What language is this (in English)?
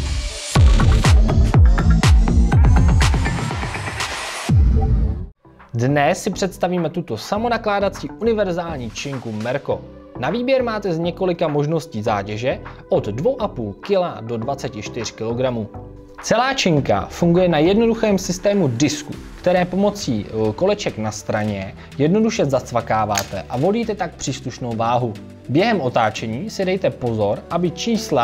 Czech